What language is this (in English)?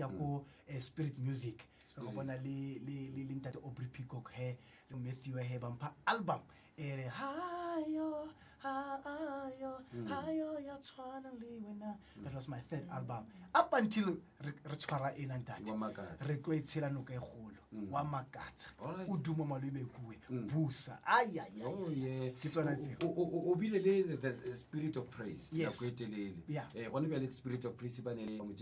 Northern Sotho